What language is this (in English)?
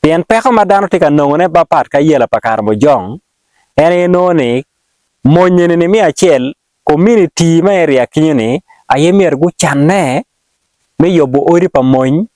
Acoli